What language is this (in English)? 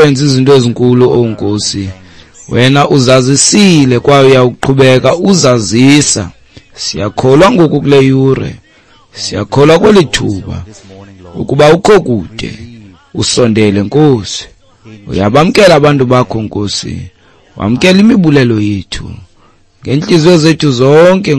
Xhosa